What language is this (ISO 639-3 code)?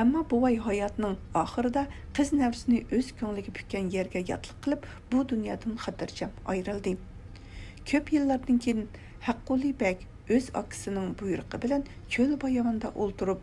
uig